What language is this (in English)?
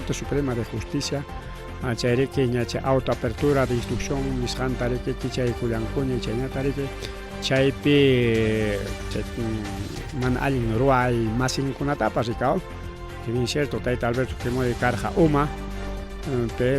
Ayacucho Quechua